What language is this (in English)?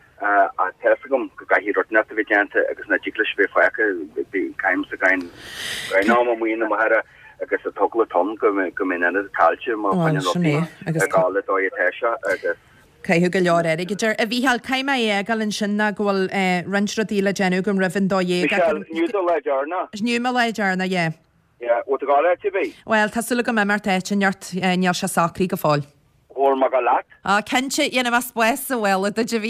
Irish